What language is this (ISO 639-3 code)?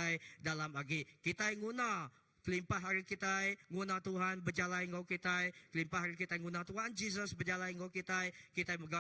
iba